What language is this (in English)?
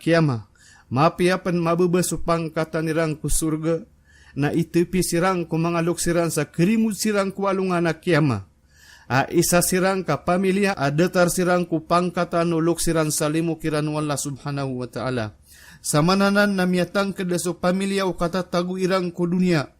Maranao